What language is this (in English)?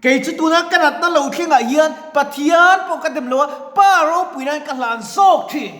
Mizo